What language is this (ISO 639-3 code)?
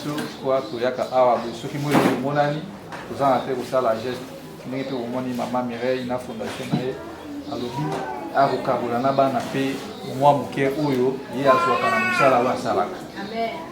lin